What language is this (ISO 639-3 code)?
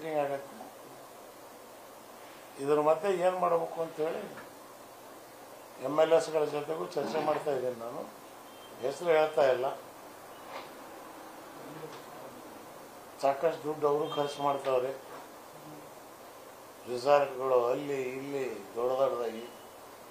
kan